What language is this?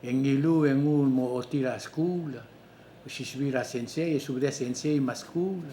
Palauan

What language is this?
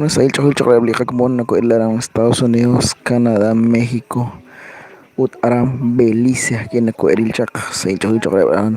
Kekchí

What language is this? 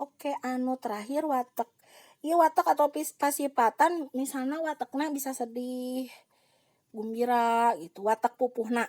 Sundanese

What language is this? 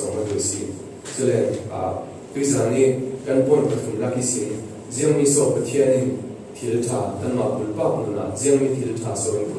Falam Chin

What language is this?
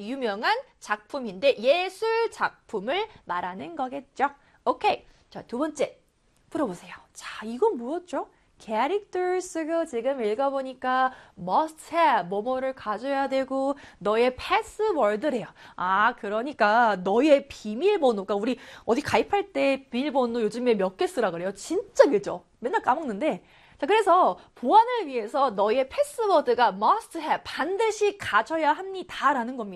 Korean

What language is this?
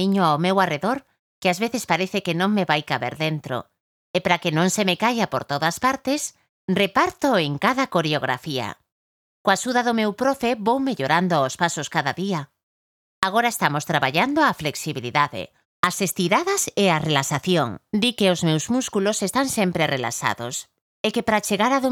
Galician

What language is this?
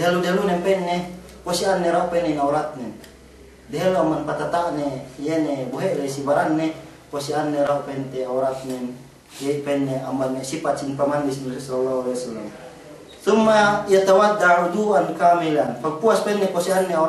Yakan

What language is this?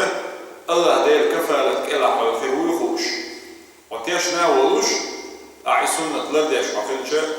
Chechen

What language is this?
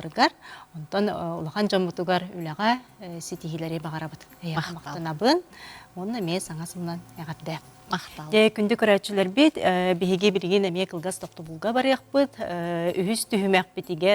Yakut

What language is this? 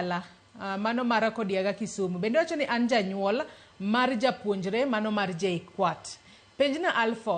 Luo (Kenya and Tanzania)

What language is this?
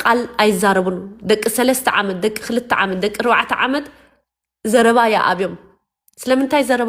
Tigrinya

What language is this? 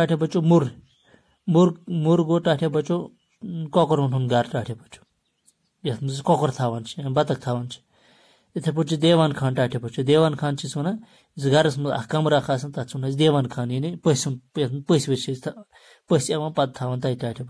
Kashmiri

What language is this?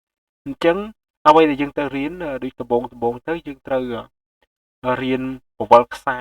Khmer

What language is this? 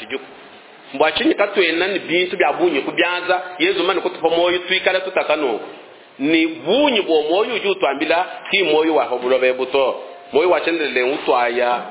Luba-Lulua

